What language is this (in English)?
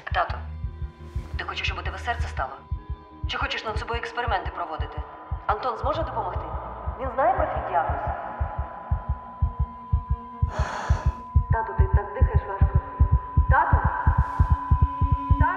Ukrainian